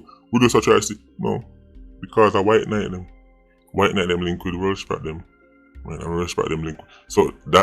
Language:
Jamaican Creole English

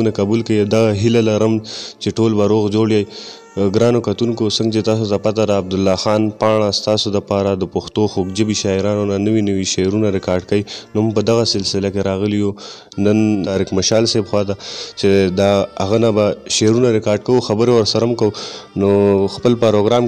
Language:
Pashto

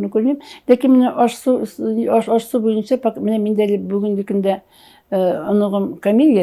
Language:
Tatar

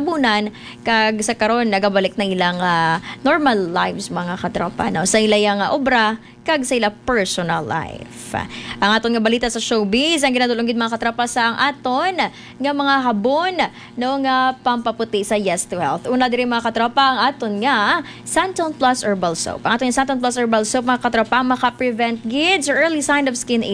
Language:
Hiligaynon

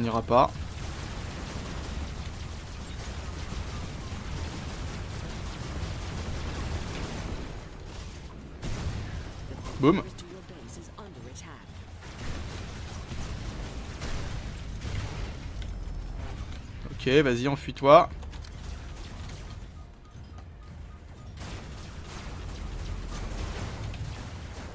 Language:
French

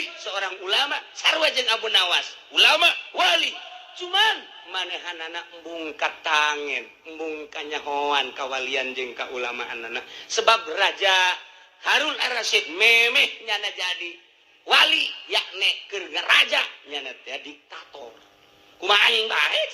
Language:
Sundanese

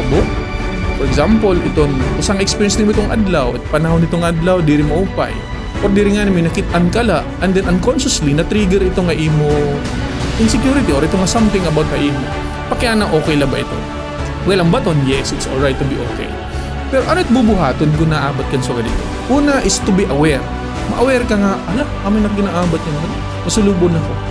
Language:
Waray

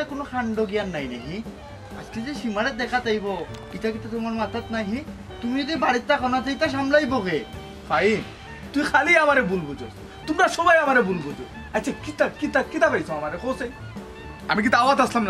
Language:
Sylheti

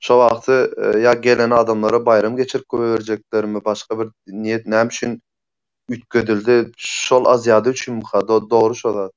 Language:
Turkmen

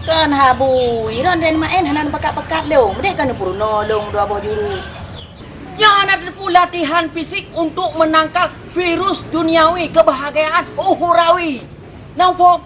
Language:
Achinese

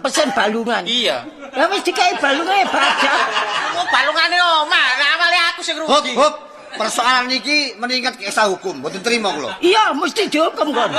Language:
Javanese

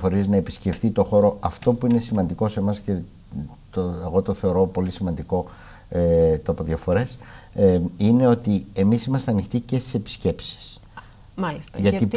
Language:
Greek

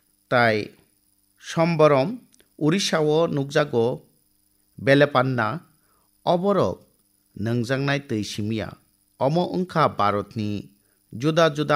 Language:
Kok Borok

